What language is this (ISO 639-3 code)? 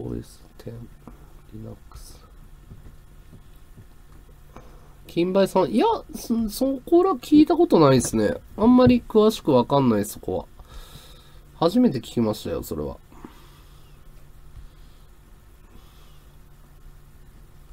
jpn